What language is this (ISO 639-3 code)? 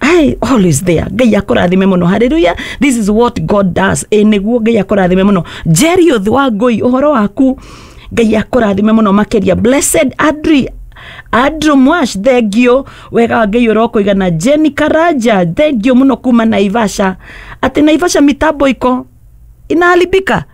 kik